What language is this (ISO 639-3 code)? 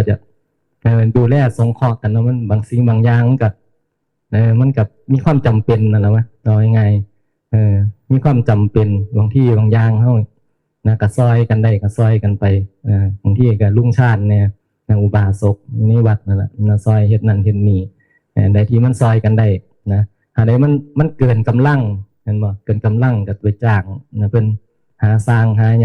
tts